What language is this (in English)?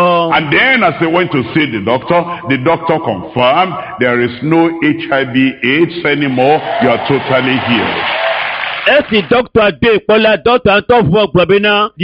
Ewe